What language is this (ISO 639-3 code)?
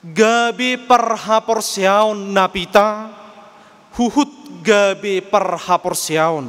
bbc